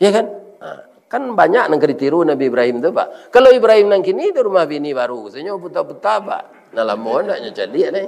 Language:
Minangkabau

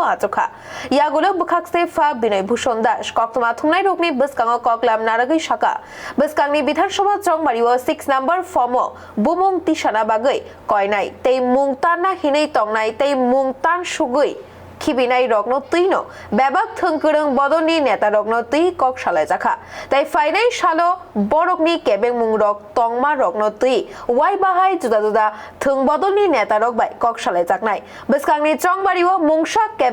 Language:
Kok Borok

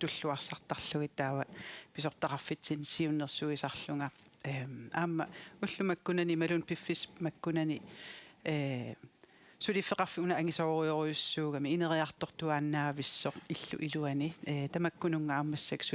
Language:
Kalaallisut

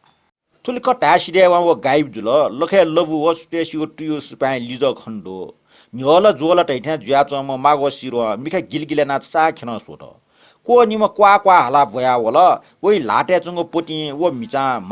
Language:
Newari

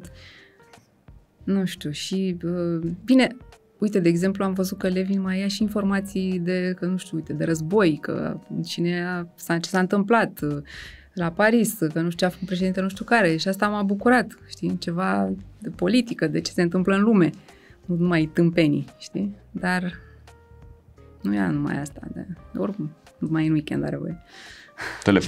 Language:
Romanian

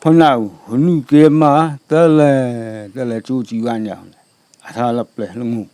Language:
Naga Pidgin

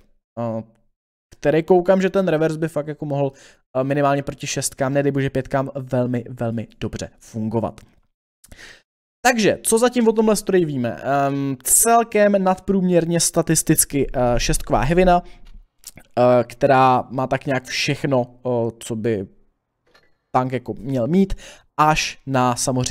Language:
Czech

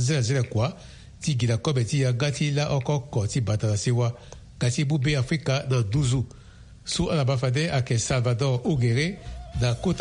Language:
Sango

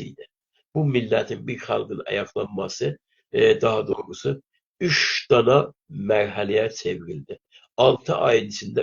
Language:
South Azerbaijani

